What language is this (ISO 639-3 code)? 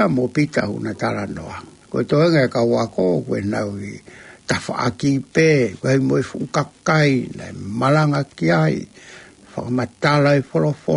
ton